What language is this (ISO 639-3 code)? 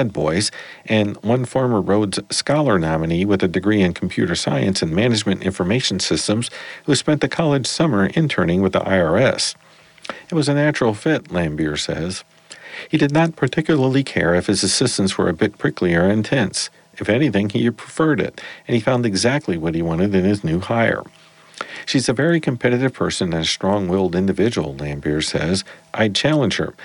eng